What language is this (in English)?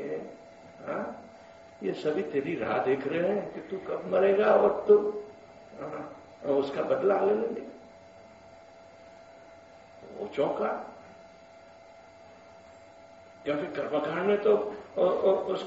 Hindi